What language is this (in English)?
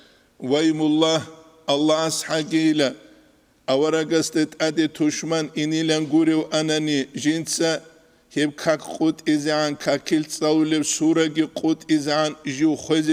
Avaric